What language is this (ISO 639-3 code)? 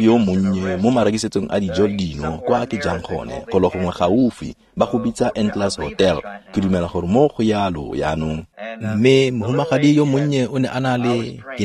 tsn